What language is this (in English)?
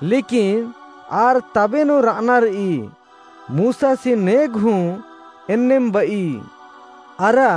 Kurukh